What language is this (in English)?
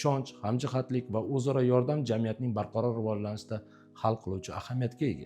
Uzbek